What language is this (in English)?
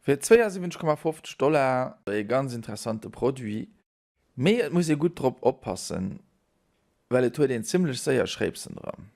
Luxembourgish